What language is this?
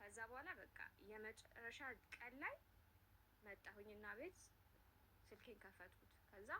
Amharic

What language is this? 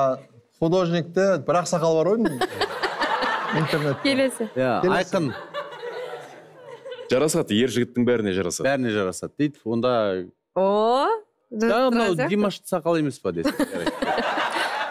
Kazakh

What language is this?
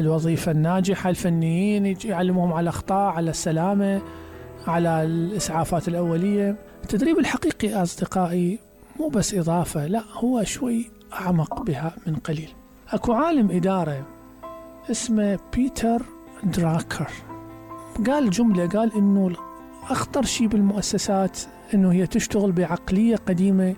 Mesopotamian Arabic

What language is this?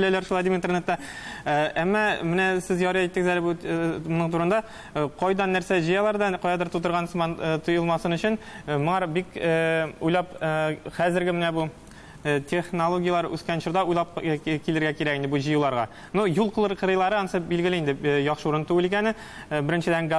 Tatar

